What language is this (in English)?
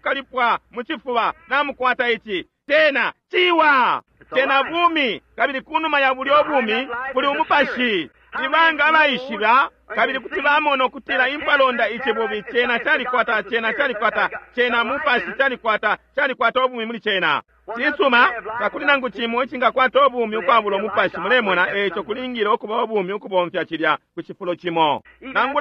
Bemba